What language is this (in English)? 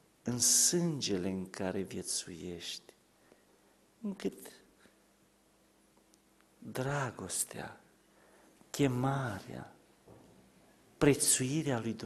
Romanian